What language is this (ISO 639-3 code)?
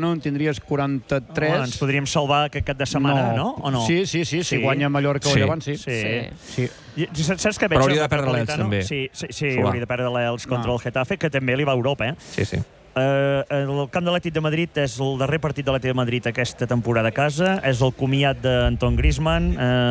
cat